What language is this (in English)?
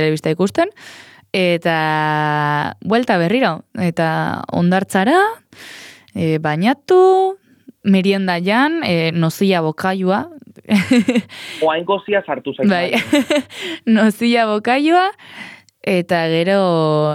Basque